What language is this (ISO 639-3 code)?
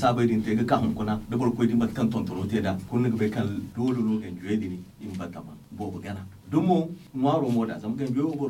dje